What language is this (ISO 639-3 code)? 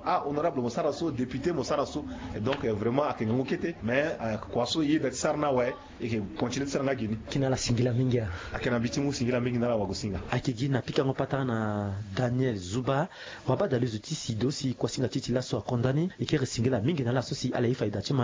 sag